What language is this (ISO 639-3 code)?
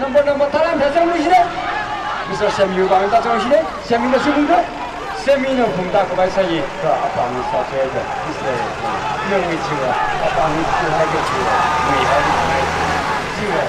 nmf